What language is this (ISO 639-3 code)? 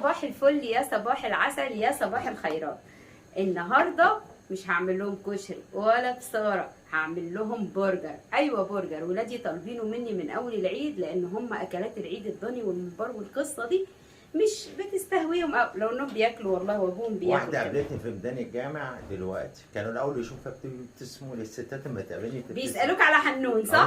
arz